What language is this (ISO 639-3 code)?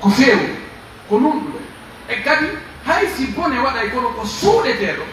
fuf